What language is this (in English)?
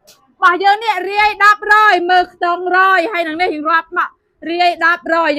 Khmer